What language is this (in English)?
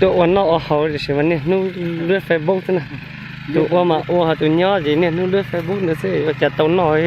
Hmong